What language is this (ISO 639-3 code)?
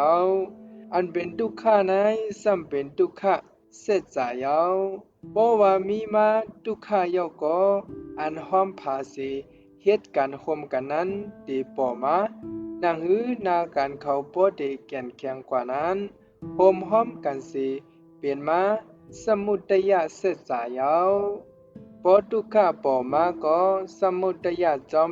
shn